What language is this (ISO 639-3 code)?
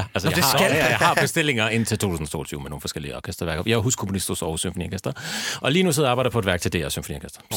dan